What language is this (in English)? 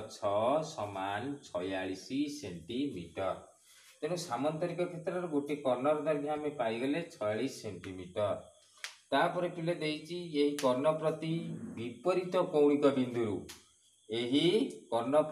Odia